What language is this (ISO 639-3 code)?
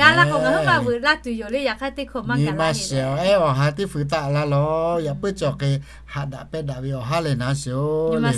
lhu